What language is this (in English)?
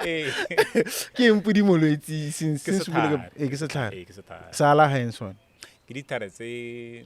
Tswana